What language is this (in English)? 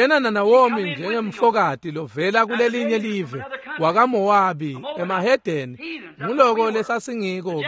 Swati